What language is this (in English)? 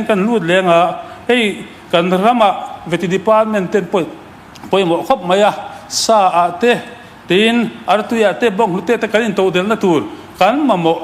Mizo